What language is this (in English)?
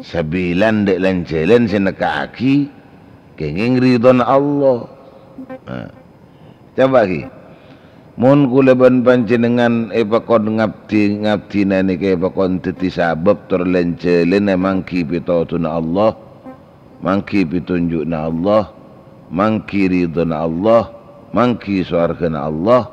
Madurese